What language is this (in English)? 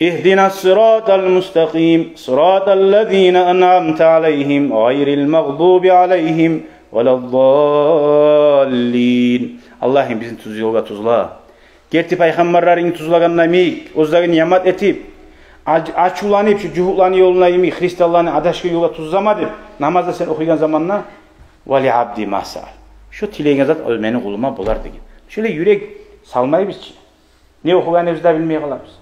Kumyk